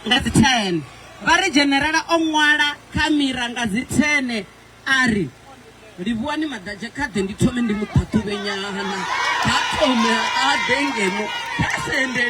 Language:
Venda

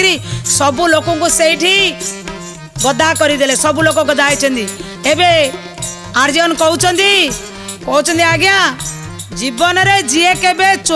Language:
Odia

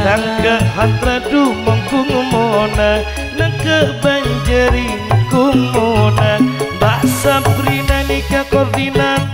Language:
Madurese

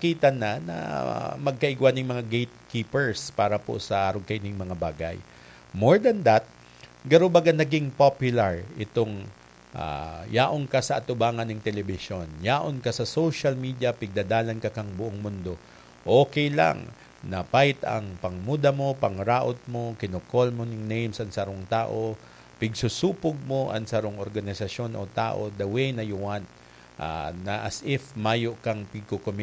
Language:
Bikol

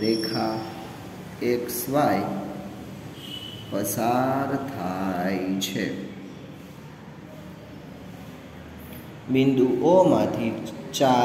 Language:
Gujarati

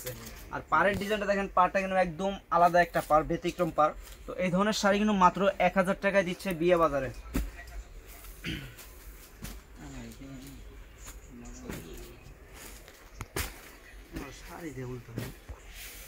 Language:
Bangla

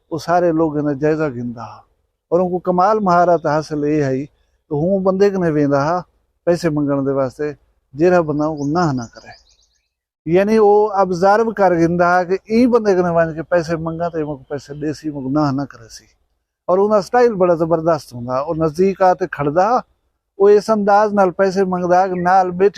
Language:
Saraiki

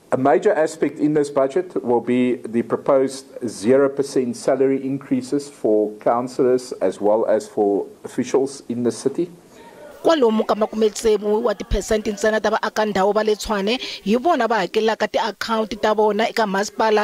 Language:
Tsonga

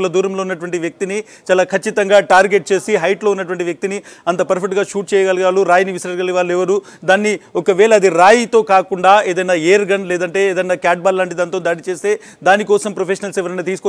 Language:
Telugu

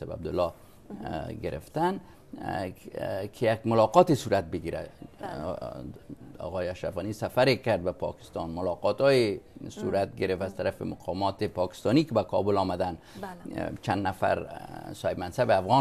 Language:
Persian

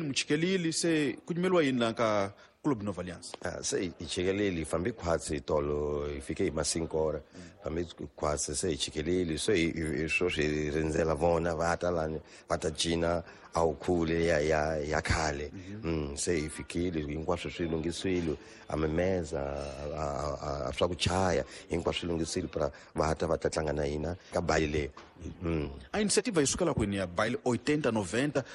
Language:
Tsonga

